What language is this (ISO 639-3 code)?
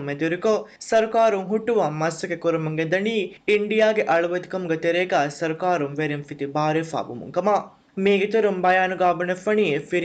div